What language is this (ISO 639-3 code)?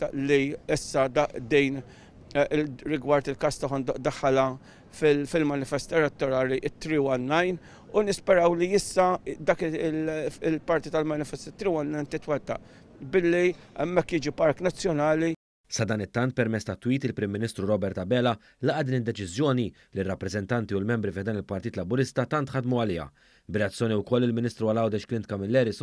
mlt